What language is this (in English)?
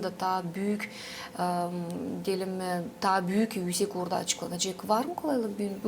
Gagauz